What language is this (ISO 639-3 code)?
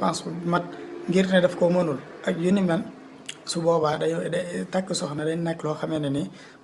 wol